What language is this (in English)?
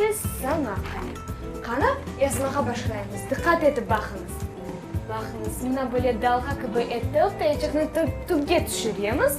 Crimean Tatar